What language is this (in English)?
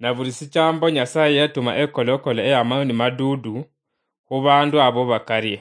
Luyia